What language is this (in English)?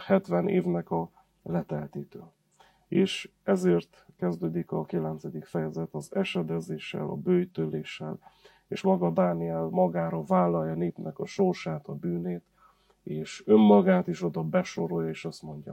Hungarian